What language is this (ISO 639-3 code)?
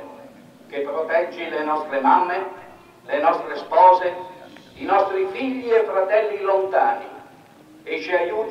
ita